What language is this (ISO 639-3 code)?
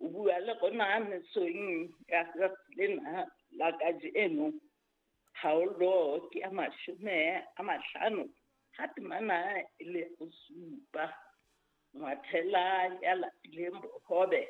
sot